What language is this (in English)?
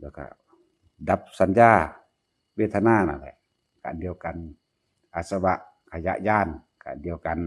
Northeastern Thai